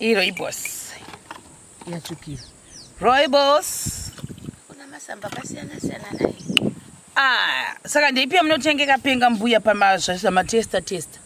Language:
Shona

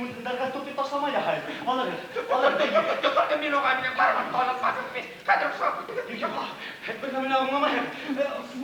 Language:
Bashkir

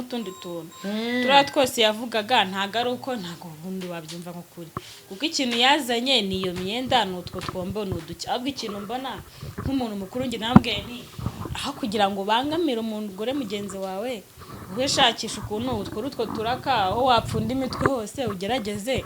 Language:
Kinyarwanda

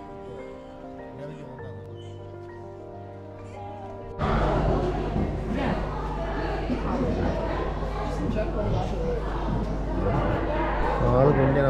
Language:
Malayalam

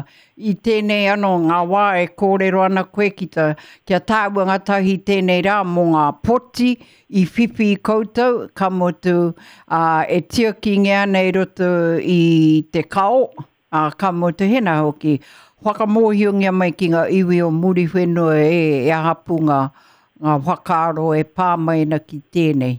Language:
Māori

